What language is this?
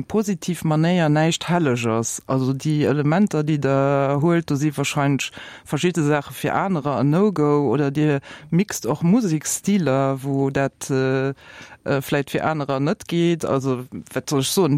Luxembourgish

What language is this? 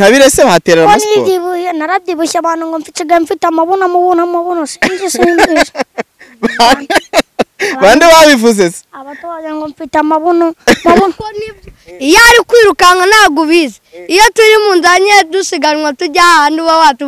Kinyarwanda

